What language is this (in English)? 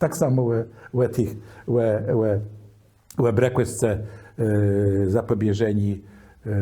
Kashubian